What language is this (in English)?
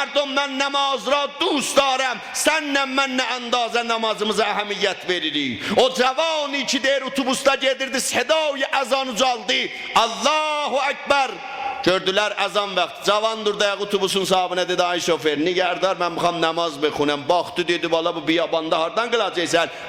South Azerbaijani